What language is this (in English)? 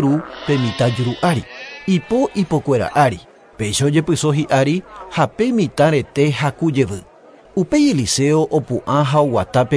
Guarani